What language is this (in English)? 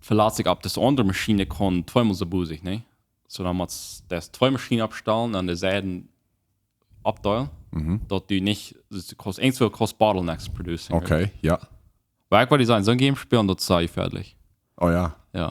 Plautdietsch